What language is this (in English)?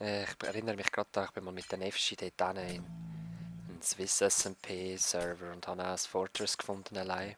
Swiss German